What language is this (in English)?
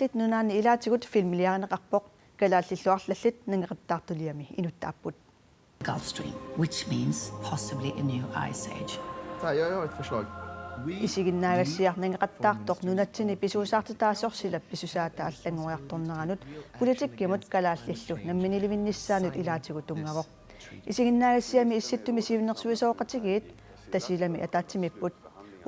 Kalaallisut